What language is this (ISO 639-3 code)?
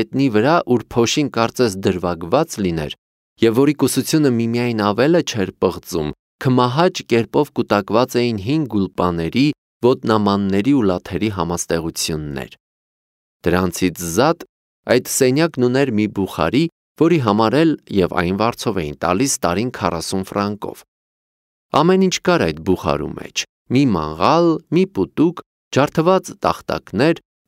hye